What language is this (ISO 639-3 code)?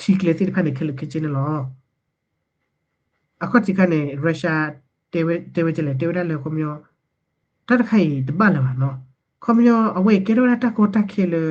ksw